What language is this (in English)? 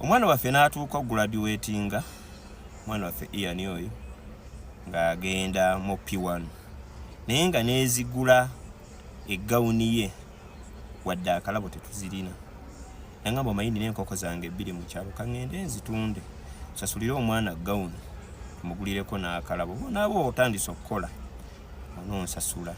Ganda